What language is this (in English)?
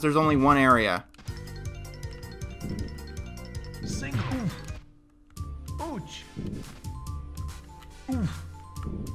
English